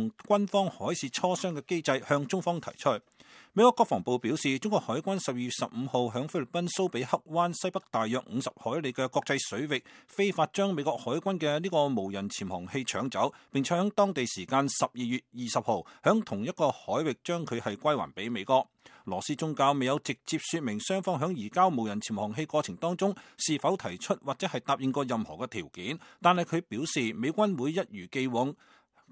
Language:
Cantonese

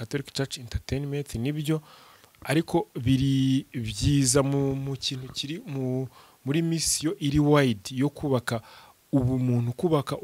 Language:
Kinyarwanda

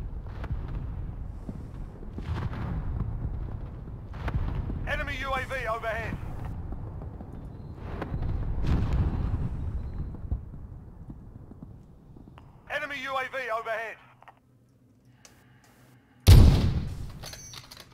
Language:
English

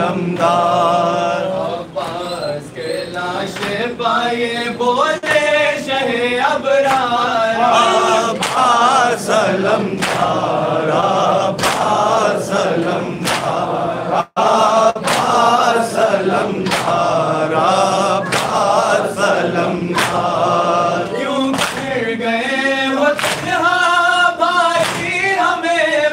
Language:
Urdu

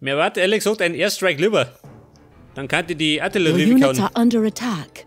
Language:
Bavarian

